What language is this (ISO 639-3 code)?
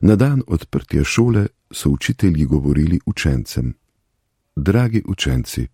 slv